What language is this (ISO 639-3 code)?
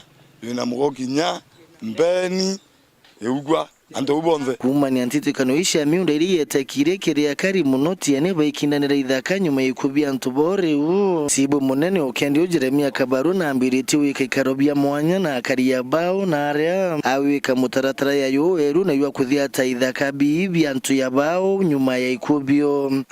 mer